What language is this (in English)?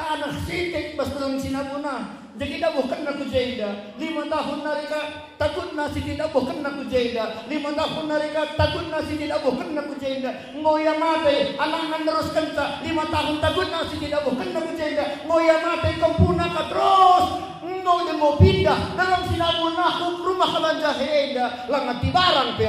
Batak Karo